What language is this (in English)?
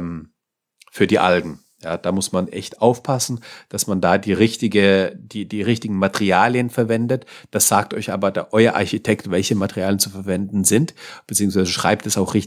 German